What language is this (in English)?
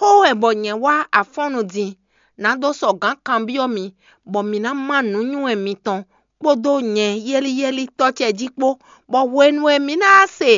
Fon